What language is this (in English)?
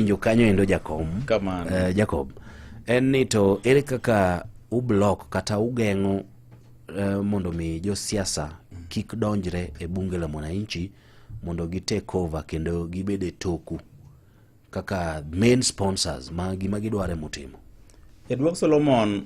Luo (Kenya and Tanzania)